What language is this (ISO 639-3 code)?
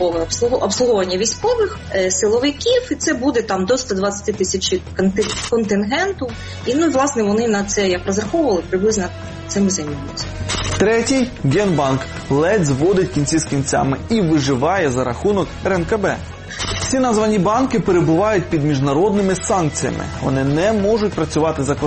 ukr